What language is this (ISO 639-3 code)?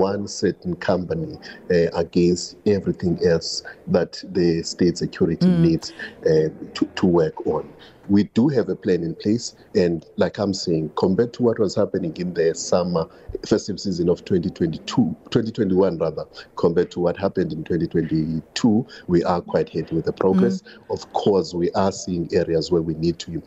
eng